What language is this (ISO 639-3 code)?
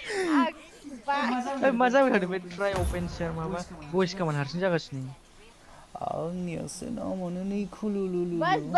brx